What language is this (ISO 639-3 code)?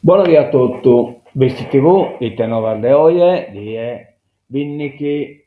srd